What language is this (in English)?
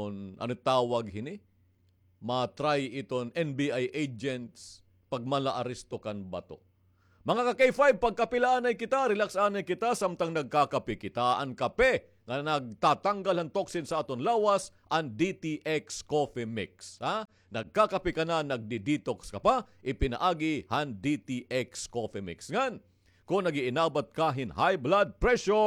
Waray